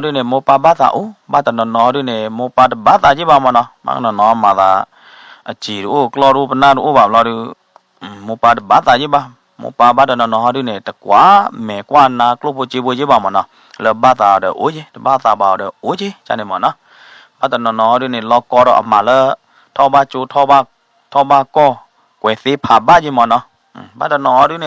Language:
S'gaw Karen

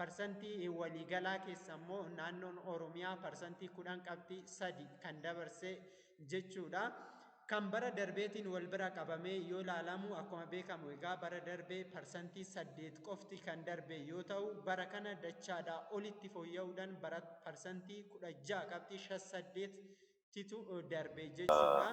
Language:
Oromo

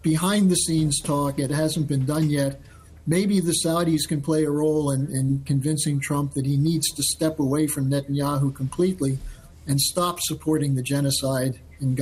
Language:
English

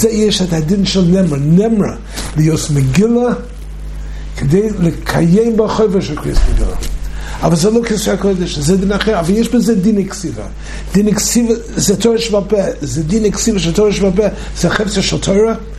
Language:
Hebrew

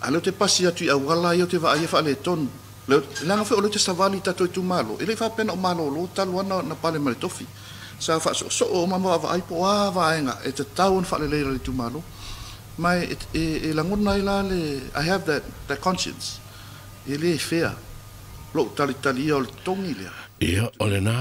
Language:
Samoan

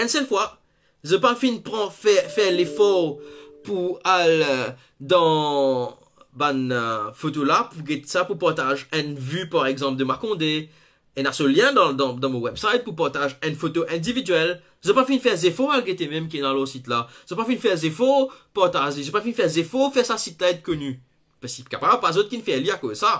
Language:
Morisyen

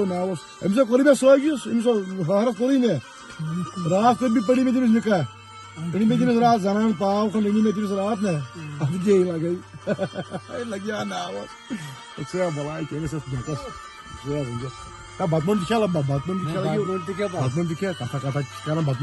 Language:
Kashmiri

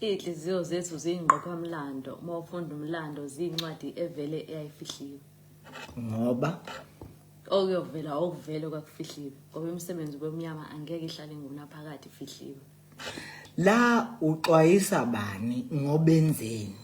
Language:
Zulu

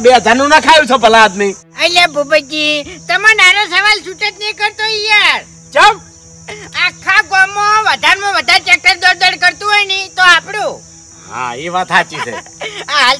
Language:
Gujarati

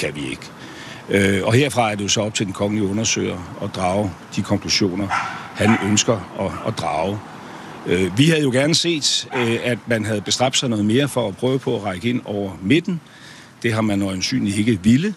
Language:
Danish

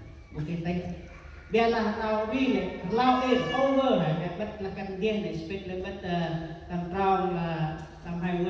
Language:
Central Mnong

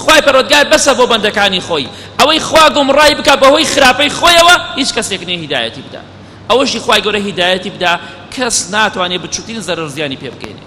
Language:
Central Kurdish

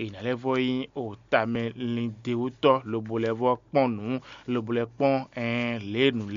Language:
Fon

